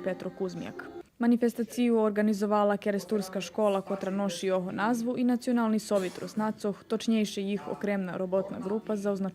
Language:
Rusyn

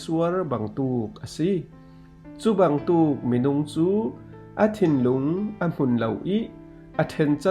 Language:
Falam Chin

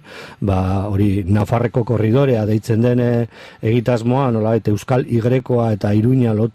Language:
Basque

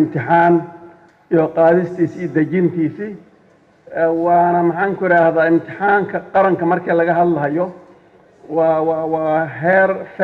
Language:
Somali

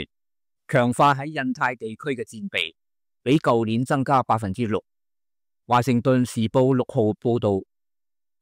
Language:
Cantonese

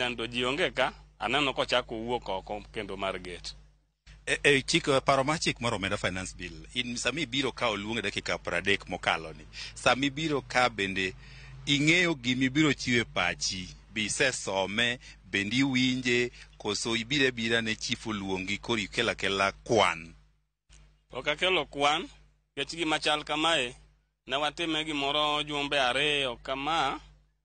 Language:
Luo (Kenya and Tanzania)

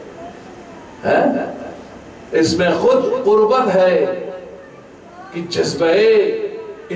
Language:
Urdu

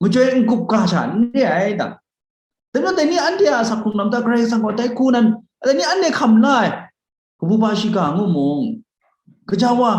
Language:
Kachin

